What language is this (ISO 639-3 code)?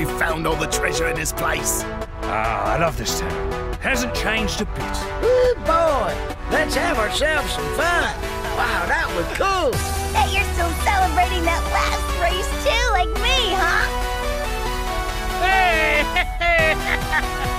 eng